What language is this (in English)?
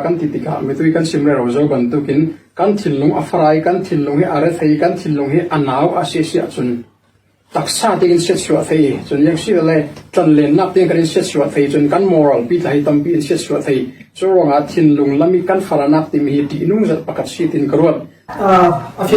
Falam Chin